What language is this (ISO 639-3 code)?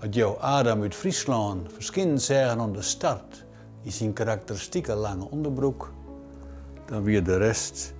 fry